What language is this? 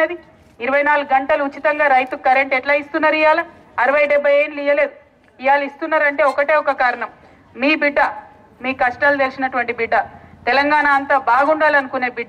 Telugu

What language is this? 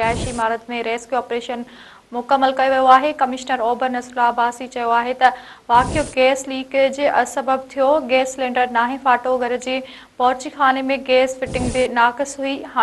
Sindhi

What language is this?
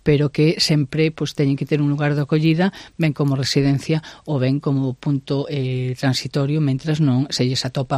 Galician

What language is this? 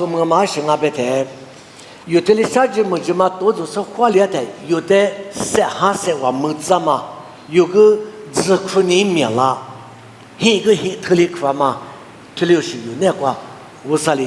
Lisu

